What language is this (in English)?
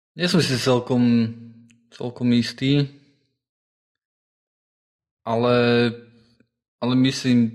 Slovak